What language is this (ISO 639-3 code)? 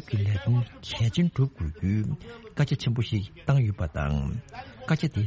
bod